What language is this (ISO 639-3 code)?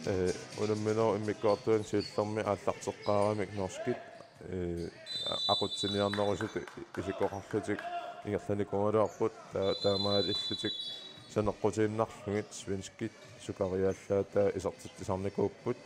kal